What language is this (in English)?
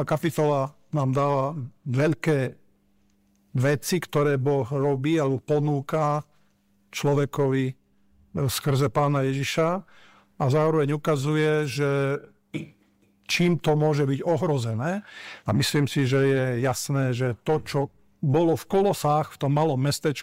Slovak